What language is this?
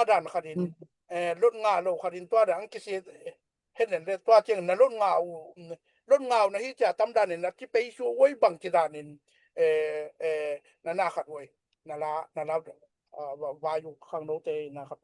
Tedim Chin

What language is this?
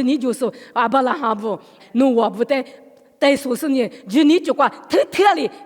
Lisu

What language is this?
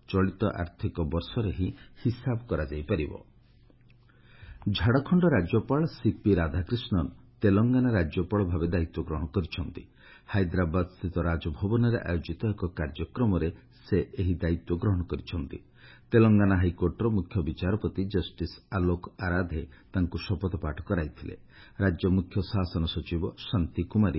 Odia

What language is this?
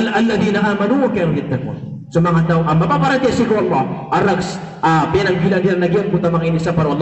Maranao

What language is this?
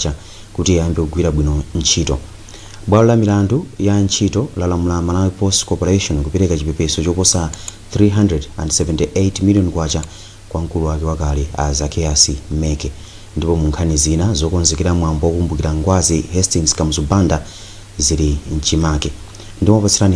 Nyanja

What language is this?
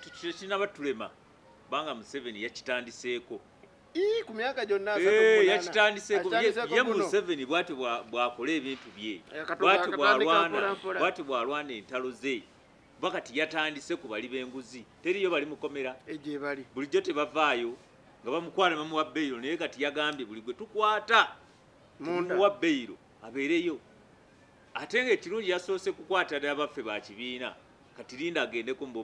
Ganda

